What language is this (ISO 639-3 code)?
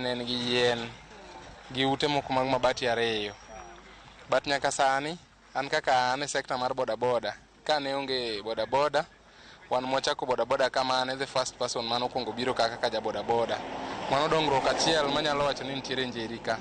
luo